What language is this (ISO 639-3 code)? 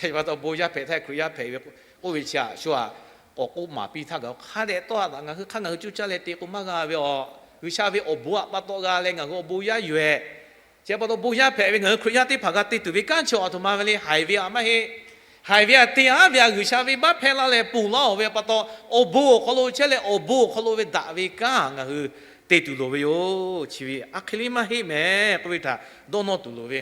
lhu